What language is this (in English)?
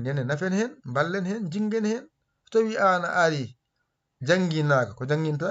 Fula